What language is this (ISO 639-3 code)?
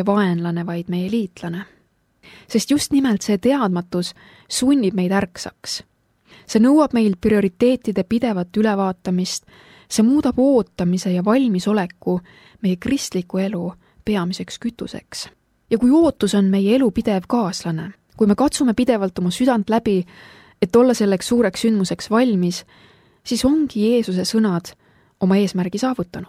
est